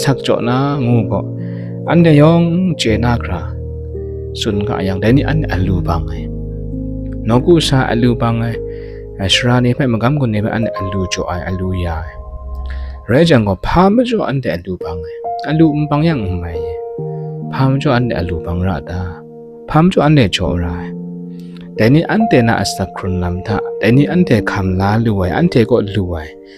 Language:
Kachin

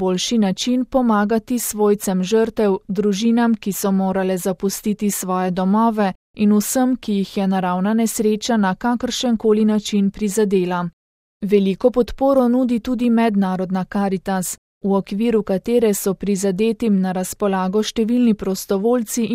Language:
Slovenian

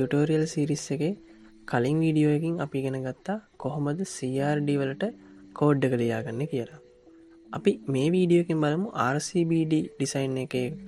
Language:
Sinhala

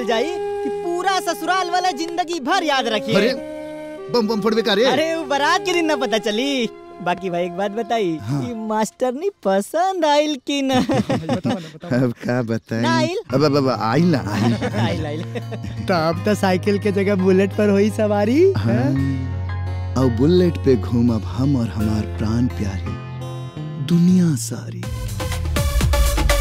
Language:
Bhojpuri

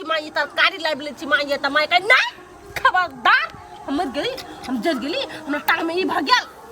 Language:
Maithili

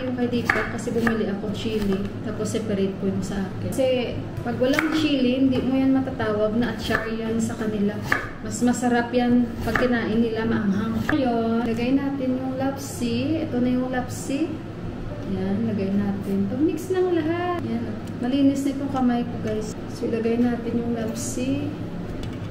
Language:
Filipino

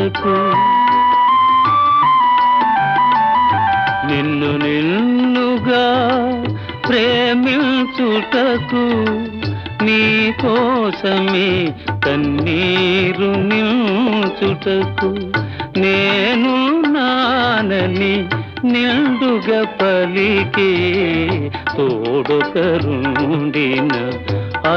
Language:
Telugu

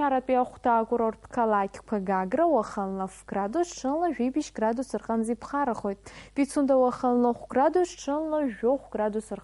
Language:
Abkhazian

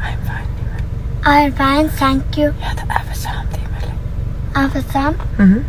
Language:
Turkmen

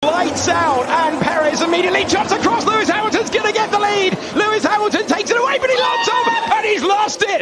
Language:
English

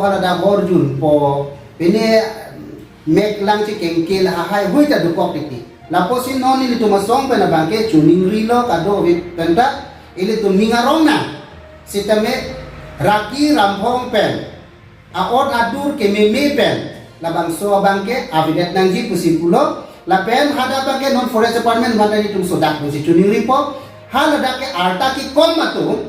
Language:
Karbi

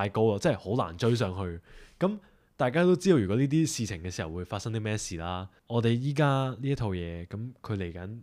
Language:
Cantonese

